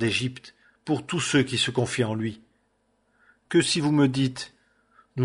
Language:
French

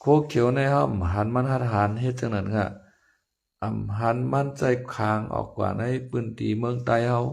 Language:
Lao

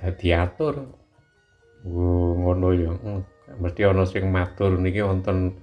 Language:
Javanese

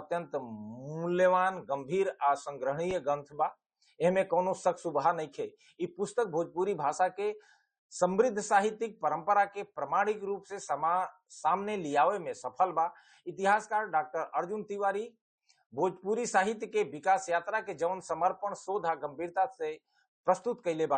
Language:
Bhojpuri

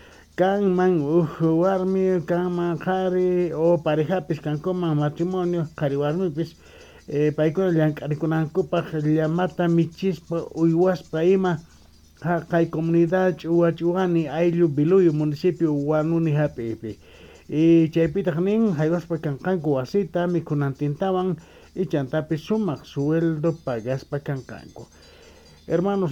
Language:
Quechua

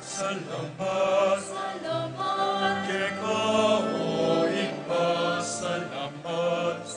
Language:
Pampanga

